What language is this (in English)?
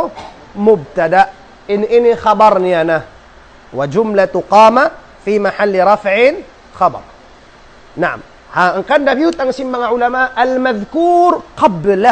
Tausug